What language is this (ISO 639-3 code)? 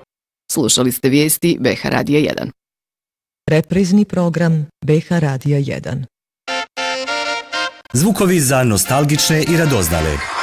bos